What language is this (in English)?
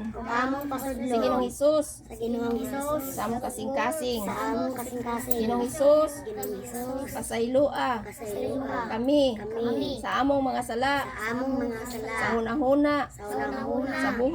Cebuano